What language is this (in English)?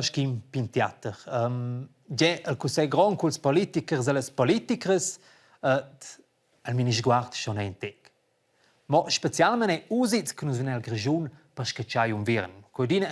Romansh